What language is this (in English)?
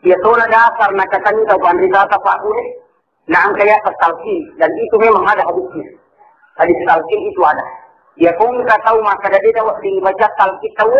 Buginese